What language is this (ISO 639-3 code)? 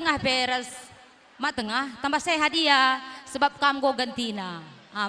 btx